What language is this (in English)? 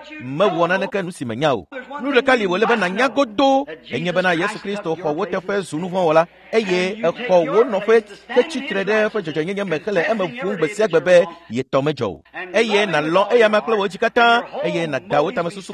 Ewe